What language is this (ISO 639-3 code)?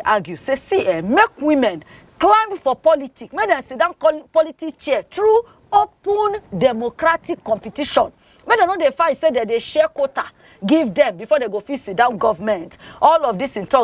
pcm